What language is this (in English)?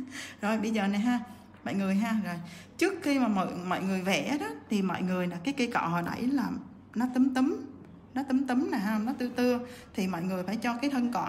Vietnamese